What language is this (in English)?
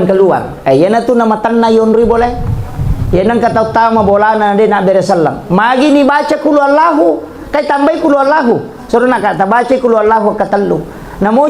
Buginese